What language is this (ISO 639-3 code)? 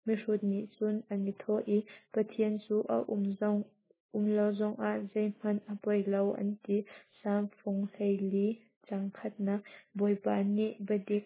cnh